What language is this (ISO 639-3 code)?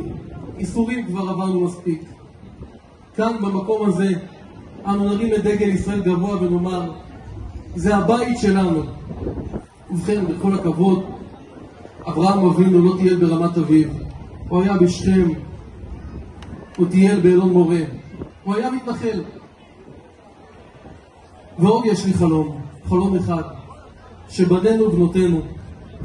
heb